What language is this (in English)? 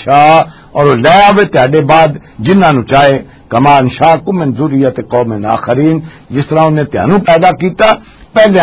Western Panjabi